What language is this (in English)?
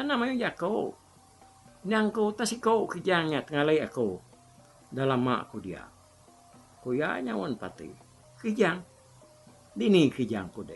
Iban